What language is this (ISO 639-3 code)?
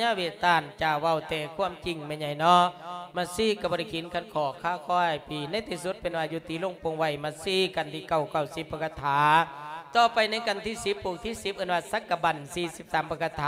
lao